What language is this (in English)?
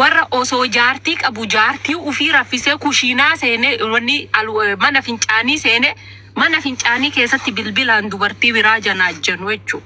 Oromo